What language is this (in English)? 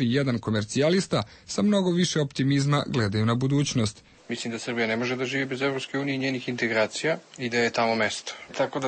Serbian